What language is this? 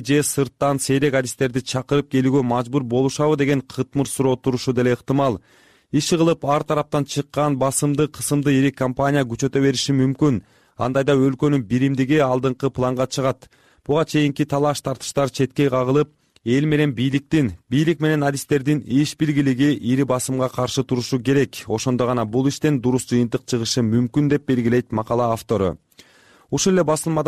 Kyrgyz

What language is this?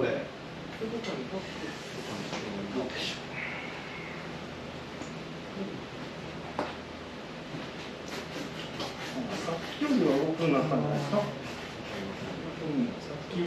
Japanese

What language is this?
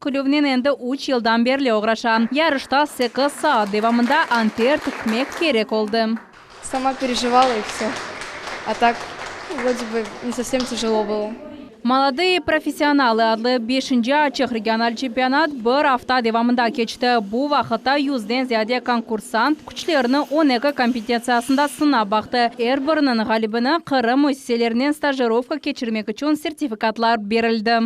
Crimean Tatar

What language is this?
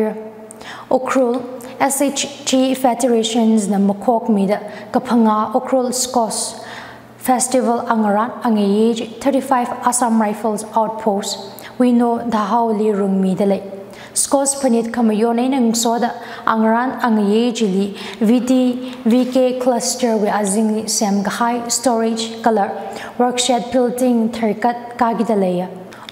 Tangkhul Naga (India)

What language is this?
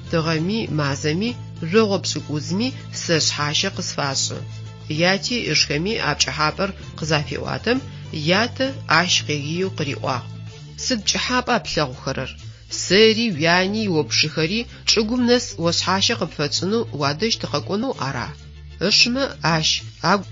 Adyghe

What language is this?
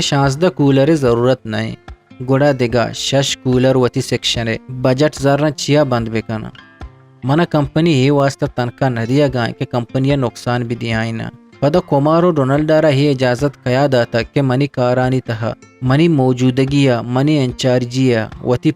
Eastern Balochi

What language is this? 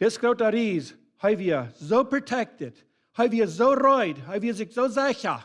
Plautdietsch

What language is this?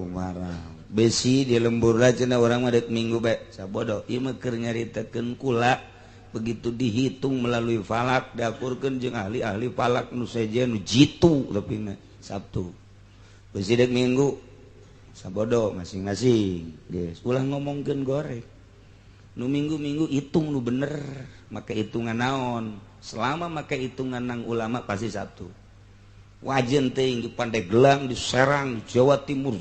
Sundanese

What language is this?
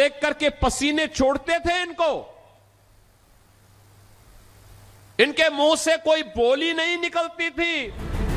Hindi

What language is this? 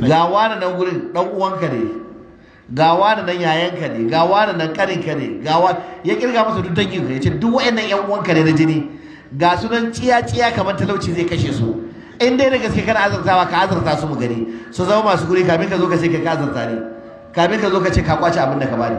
Hausa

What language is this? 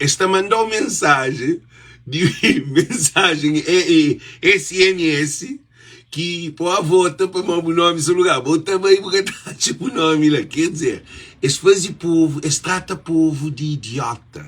Kabuverdianu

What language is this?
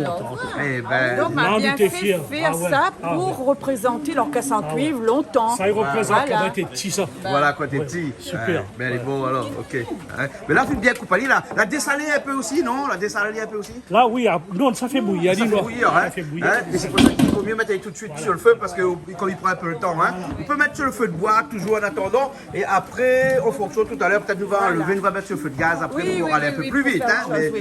Réunion Creole French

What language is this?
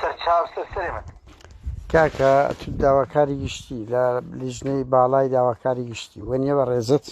Central Kurdish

